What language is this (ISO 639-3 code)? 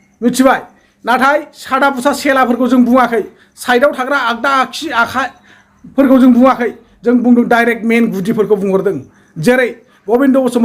brx